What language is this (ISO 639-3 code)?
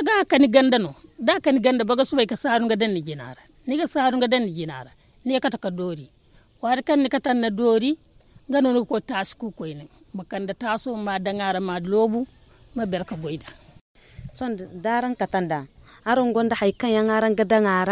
dje